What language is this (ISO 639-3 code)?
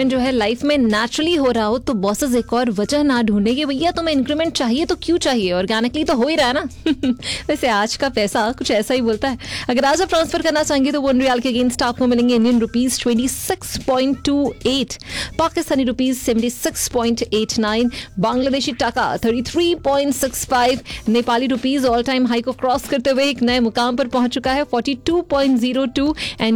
hin